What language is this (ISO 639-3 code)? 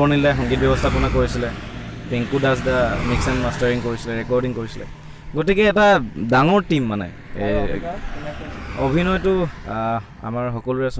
asm